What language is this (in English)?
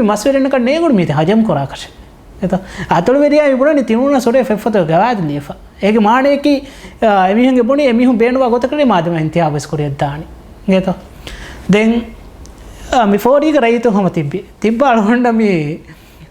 Divehi